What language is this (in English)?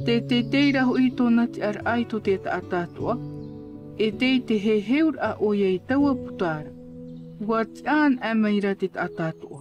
Tahitian